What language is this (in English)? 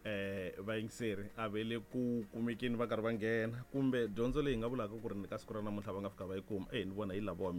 Tsonga